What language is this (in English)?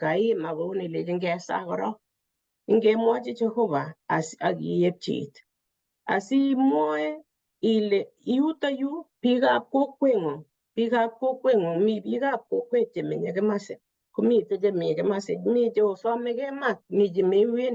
Kalenjin